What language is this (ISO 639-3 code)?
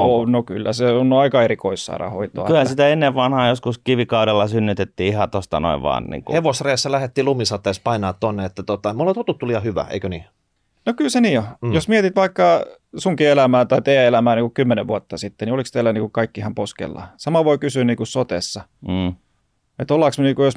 fin